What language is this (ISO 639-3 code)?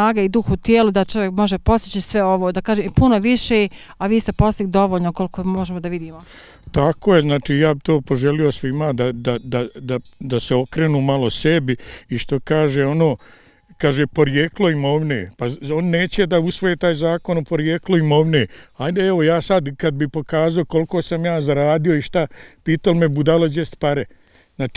bos